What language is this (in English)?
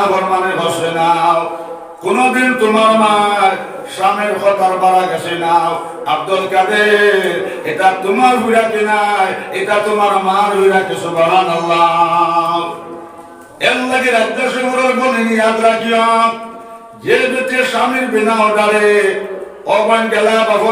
Sylheti